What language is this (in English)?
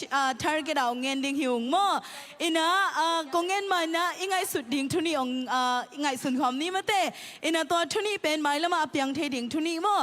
Tedim Chin